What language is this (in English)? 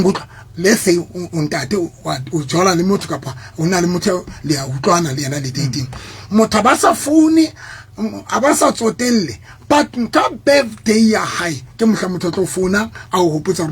Southern Sotho